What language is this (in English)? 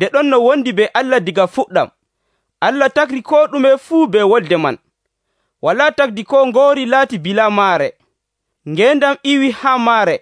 Nigerian Fulfulde